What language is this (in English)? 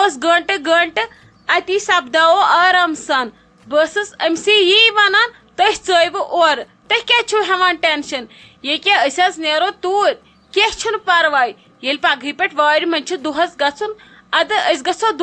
Kashmiri